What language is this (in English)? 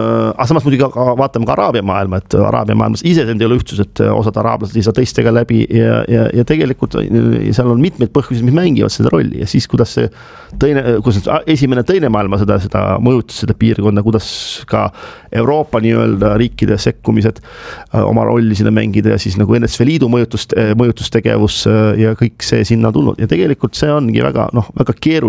Estonian